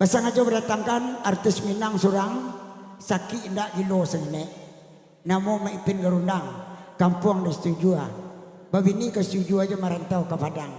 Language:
Minangkabau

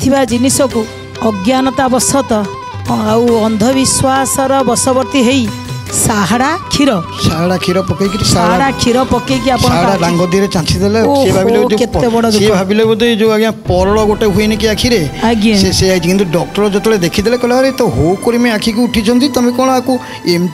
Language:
Odia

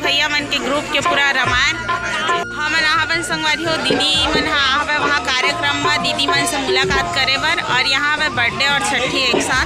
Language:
Chhattisgarhi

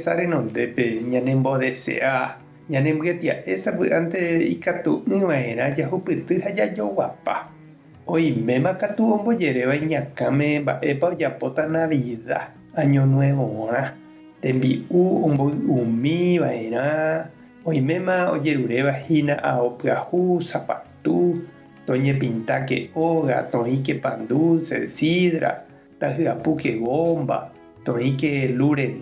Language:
Guarani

